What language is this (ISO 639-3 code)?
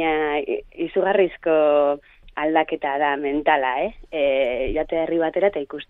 eus